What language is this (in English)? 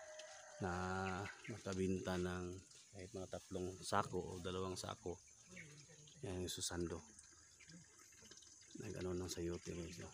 Filipino